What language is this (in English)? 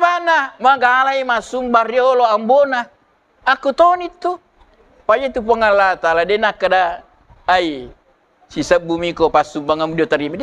Buginese